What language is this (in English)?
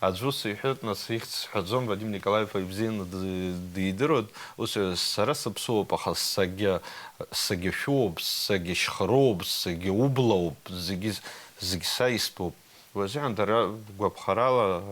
Abkhazian